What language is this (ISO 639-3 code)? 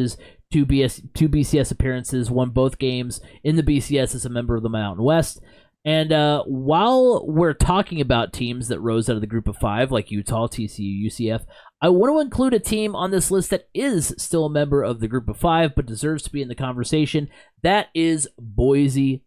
eng